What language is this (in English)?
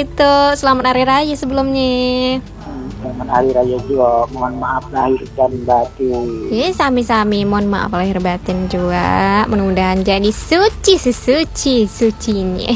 Indonesian